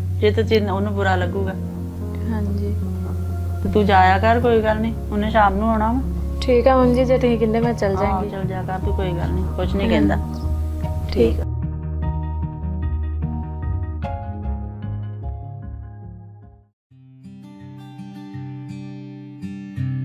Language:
Punjabi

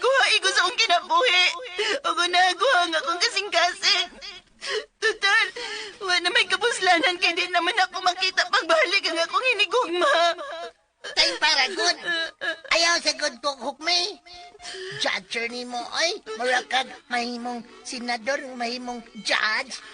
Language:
Cebuano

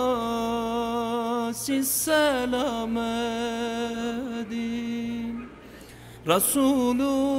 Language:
Turkish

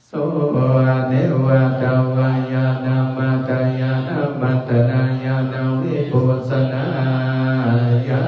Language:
Pali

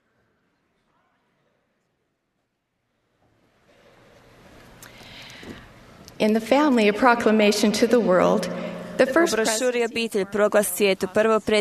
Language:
Croatian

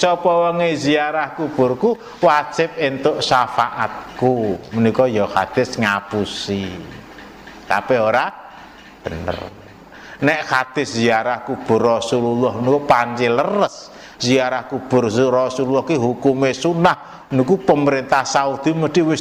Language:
Javanese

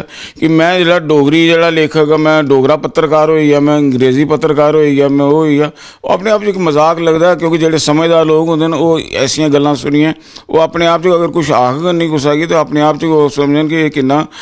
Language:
Dogri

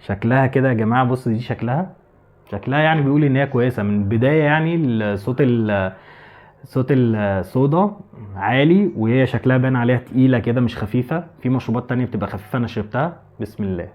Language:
Egyptian Arabic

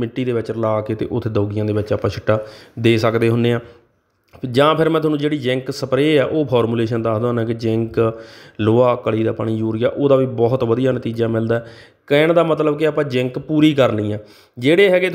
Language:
Punjabi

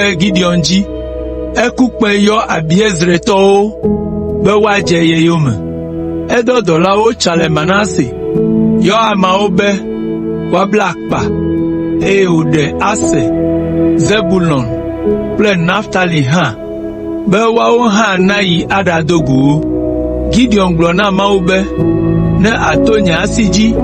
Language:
Ewe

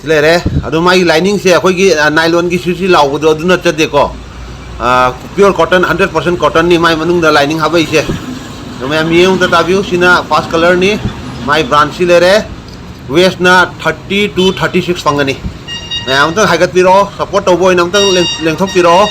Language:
Manipuri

